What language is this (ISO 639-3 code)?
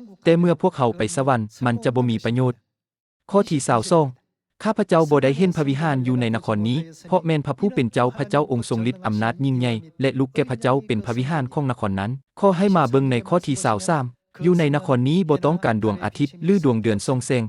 lao